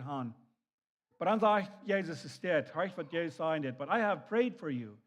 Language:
Plautdietsch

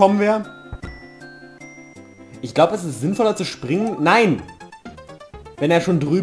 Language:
German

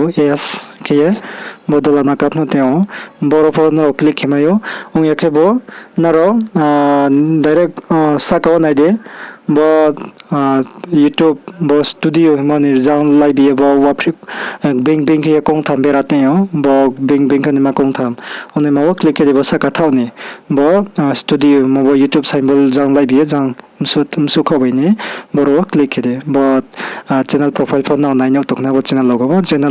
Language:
Riang (India)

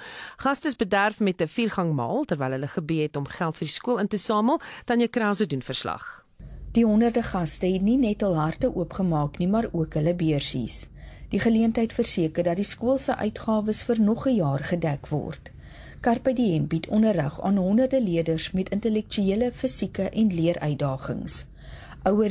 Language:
Afrikaans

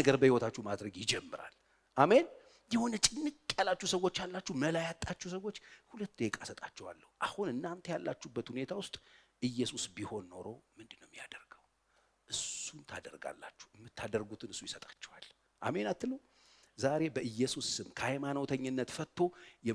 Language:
Amharic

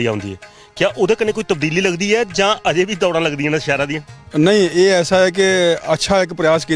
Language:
Dogri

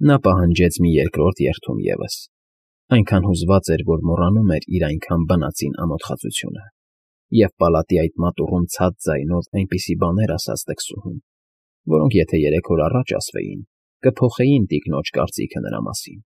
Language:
Armenian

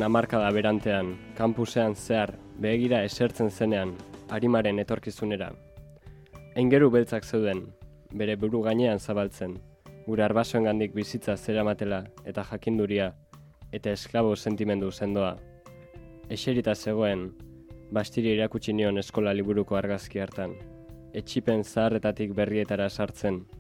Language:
Basque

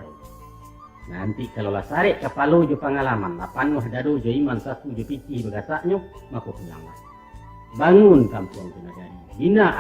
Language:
Minangkabau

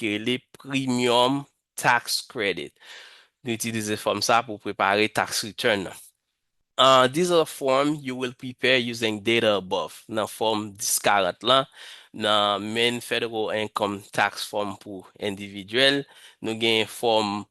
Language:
Haitian Creole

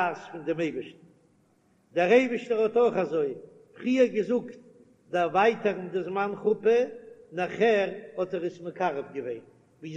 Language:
Yiddish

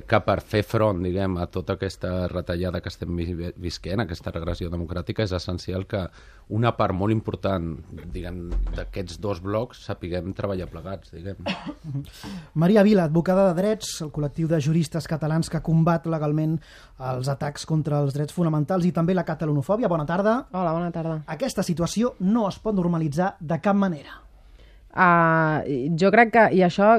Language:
Catalan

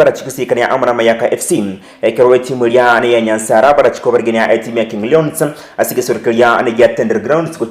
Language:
Gusii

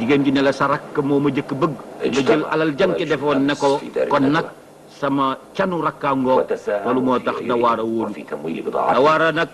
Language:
Wolof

